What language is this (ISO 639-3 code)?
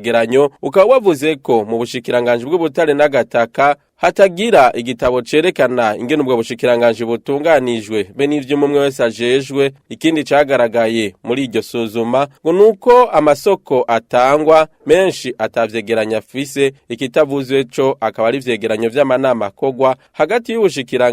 run